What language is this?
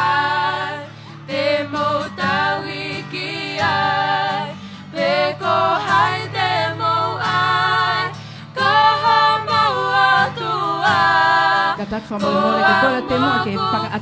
Tongan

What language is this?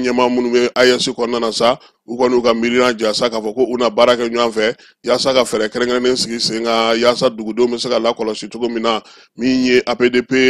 Bambara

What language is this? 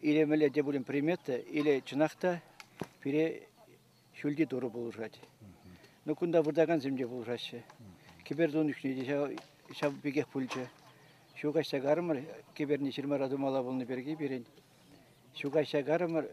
Chuvash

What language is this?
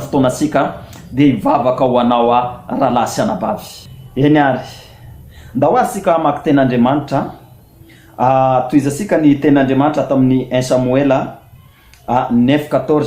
Malagasy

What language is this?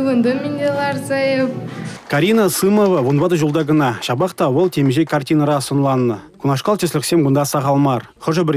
Chuvash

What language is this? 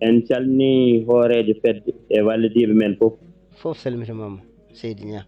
Fula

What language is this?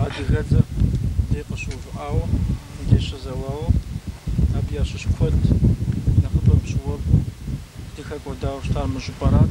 Kabardian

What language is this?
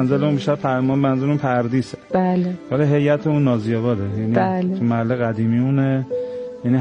Persian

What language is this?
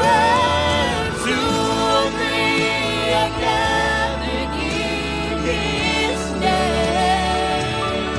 Gilbertese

